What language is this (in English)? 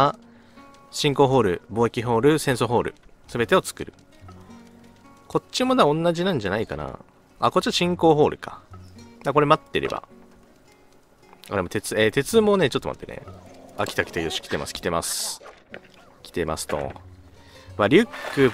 Japanese